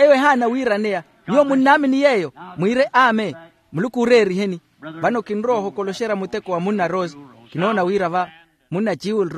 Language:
Makhuwa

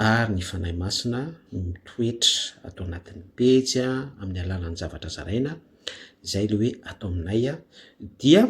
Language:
Malagasy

